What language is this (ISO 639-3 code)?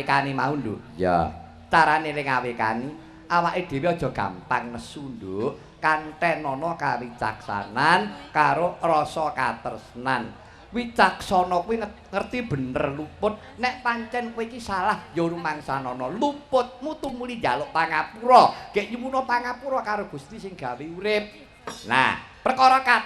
jav